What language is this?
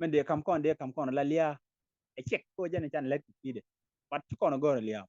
Nuer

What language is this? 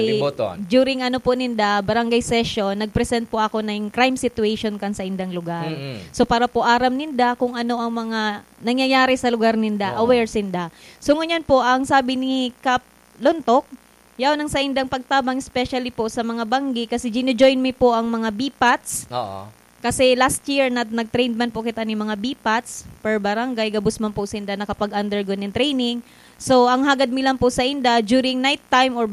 Bikol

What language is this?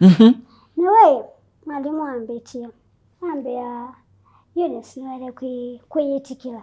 Kamba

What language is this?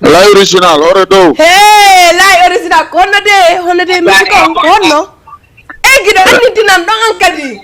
Fula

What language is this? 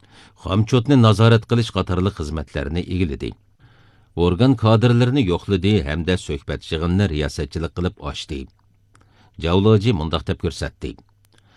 Uyghur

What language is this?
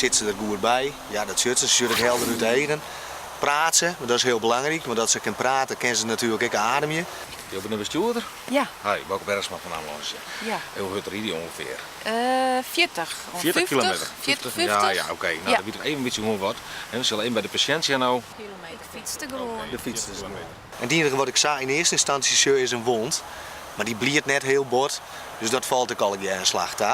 Western Frisian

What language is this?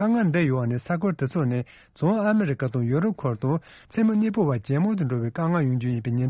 Tibetan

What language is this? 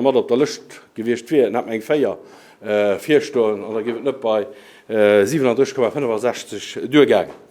Luxembourgish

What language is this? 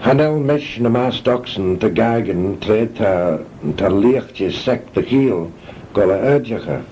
Manx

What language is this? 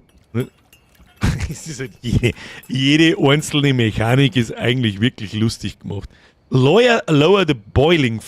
Bavarian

